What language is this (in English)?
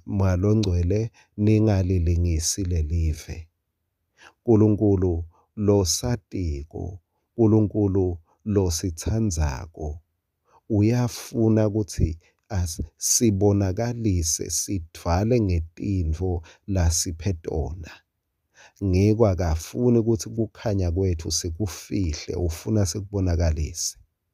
Swati